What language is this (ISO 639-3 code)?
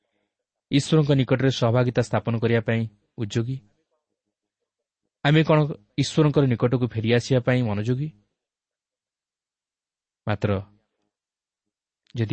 ori